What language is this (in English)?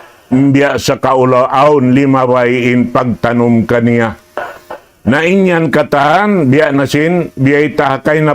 Tausug